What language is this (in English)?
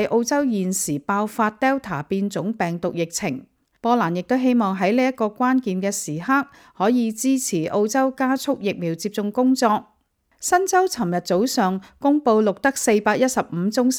Cantonese